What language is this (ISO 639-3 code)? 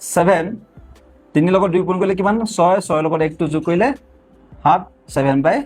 asm